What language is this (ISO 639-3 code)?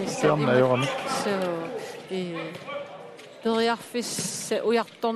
kal